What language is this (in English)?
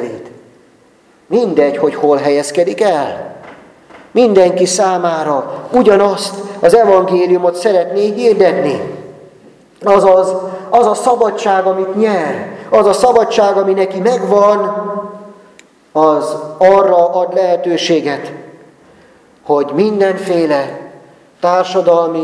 Hungarian